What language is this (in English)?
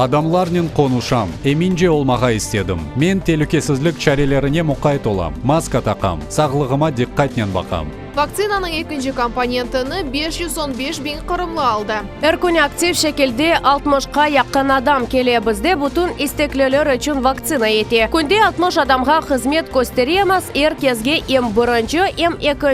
Crimean Tatar